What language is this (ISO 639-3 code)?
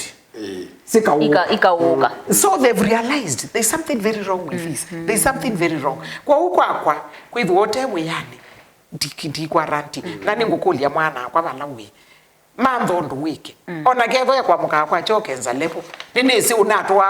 kam